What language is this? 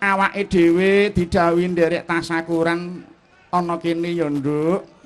Javanese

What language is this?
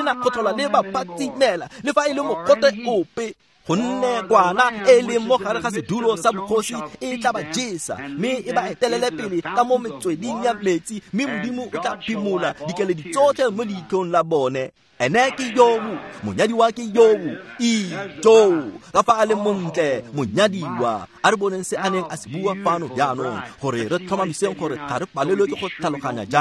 Tswana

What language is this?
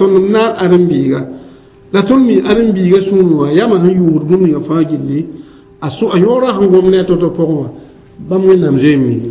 Mossi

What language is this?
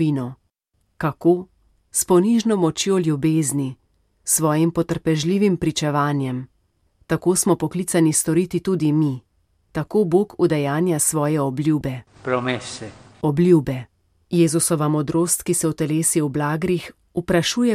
Slovenian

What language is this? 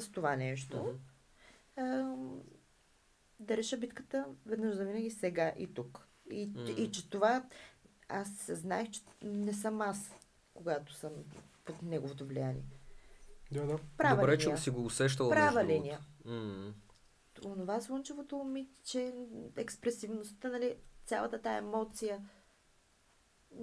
Bulgarian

